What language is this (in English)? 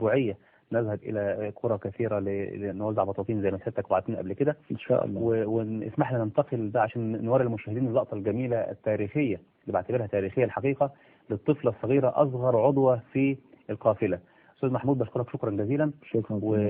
Egyptian Arabic